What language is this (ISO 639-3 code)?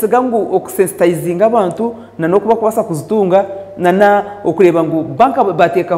nyn